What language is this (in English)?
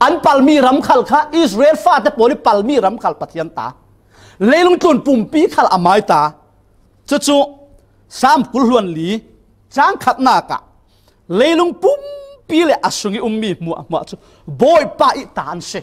Falam Chin